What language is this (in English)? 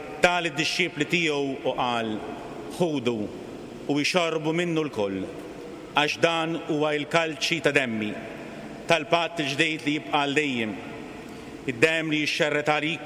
Maltese